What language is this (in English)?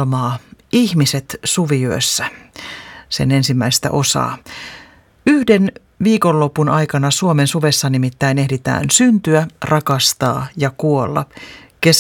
Finnish